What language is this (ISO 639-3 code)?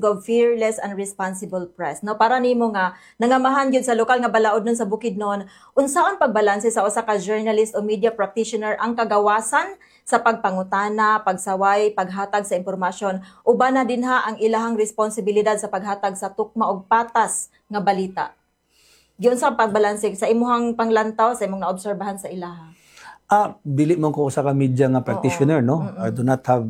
ceb